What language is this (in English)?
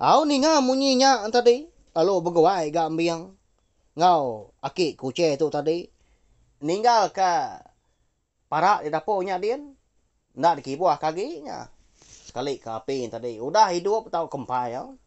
Iban